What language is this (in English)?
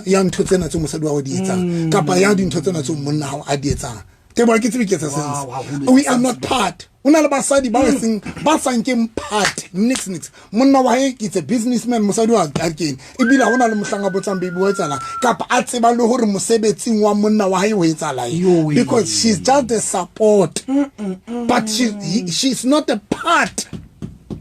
Southern Sotho